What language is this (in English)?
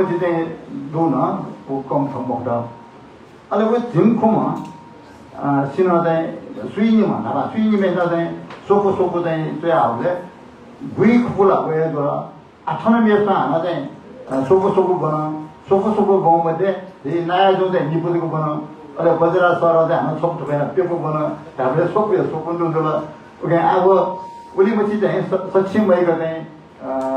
Newari